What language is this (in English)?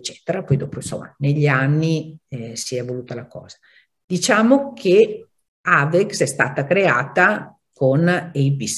Italian